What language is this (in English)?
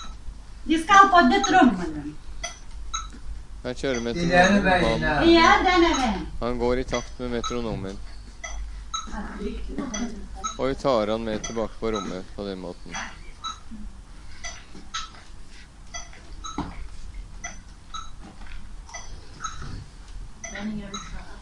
Norwegian